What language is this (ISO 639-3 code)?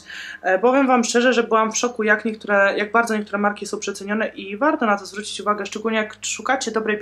pol